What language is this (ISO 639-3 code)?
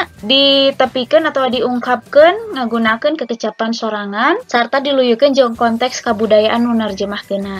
sun